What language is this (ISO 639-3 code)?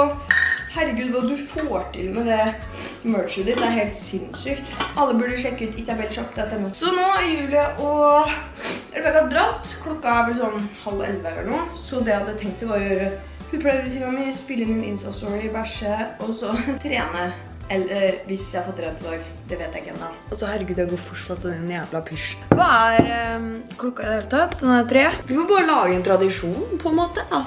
nor